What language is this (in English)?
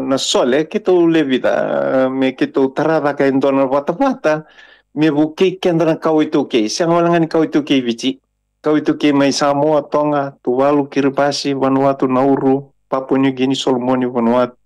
Fijian